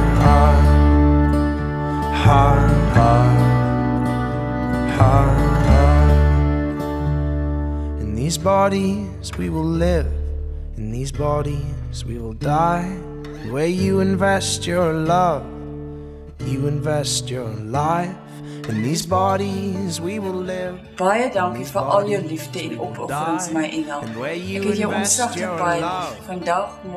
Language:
Afrikaans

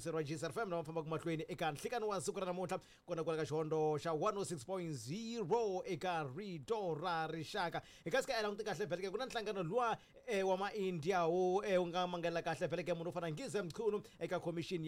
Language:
Tsonga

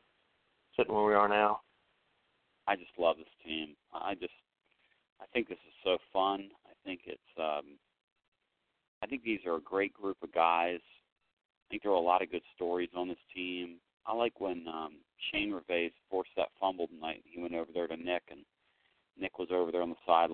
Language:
English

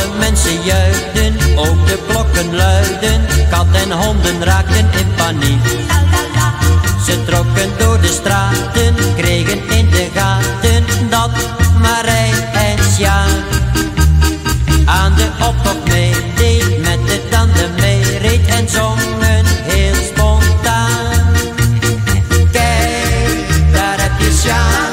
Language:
Dutch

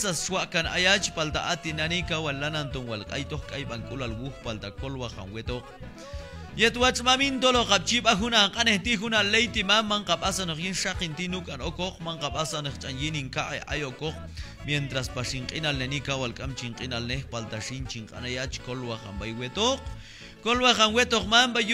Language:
Q'anjob'al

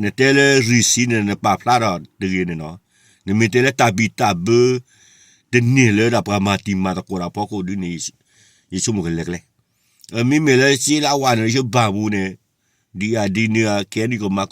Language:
S'gaw Karen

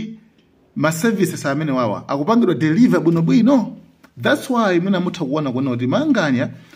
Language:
Nyanja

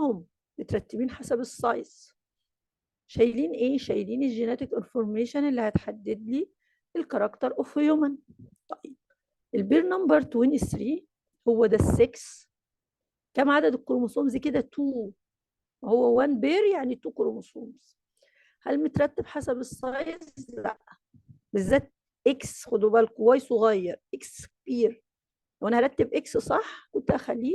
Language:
Egyptian Arabic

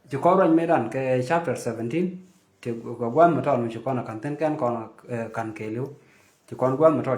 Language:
Nuer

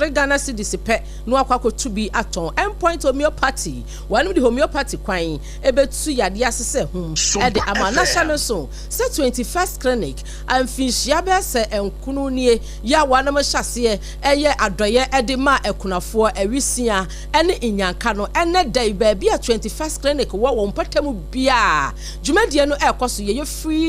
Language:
Akan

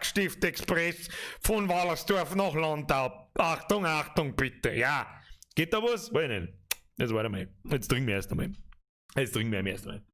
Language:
Bavarian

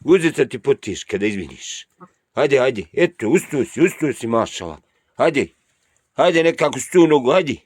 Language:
Bosnian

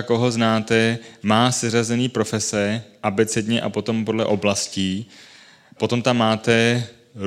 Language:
Czech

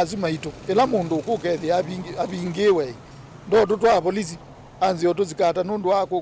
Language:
Kamba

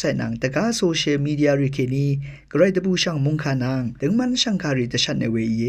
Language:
Rawang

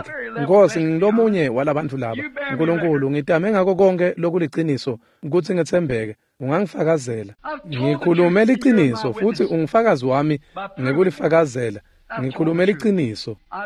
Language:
Swati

